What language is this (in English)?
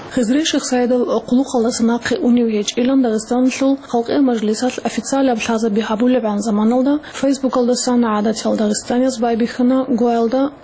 Avaric